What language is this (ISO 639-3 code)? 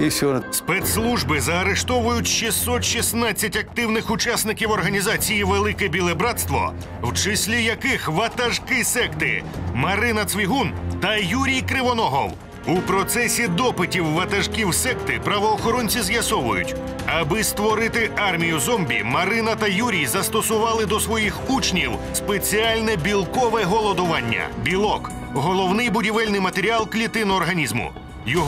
ukr